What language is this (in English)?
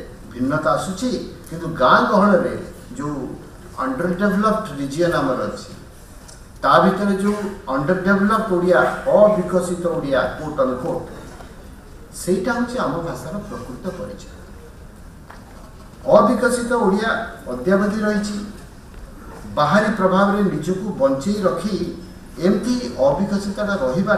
Odia